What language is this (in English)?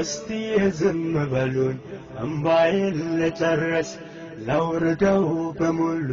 Amharic